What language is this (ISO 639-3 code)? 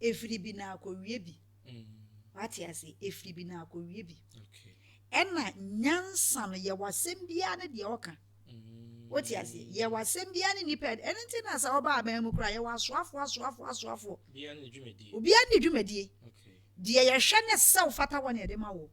aka